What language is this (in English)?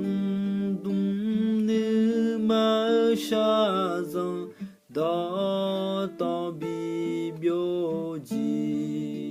Akha